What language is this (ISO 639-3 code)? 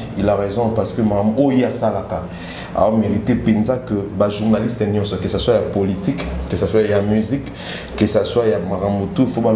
lin